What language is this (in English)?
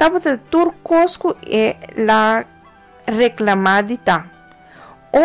Papiamento